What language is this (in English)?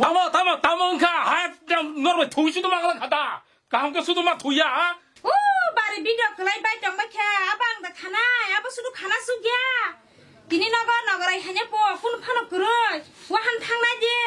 Kok Borok